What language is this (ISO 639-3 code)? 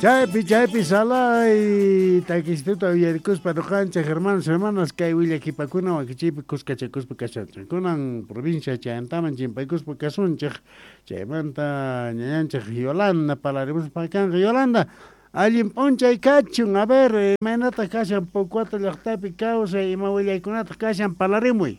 quh